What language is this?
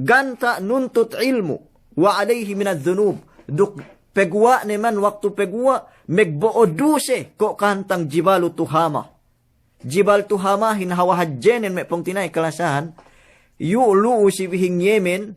Yakan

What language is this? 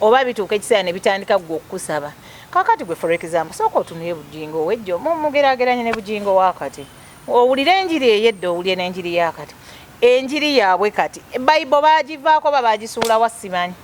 Ganda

